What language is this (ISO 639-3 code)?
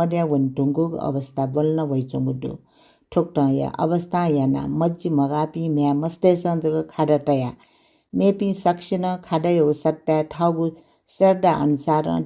new